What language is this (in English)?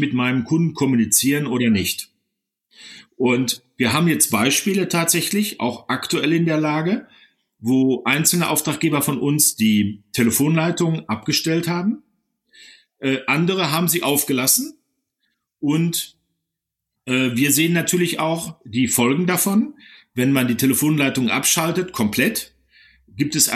German